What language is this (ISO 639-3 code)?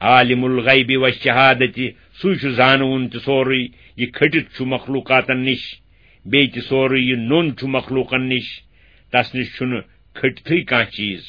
kas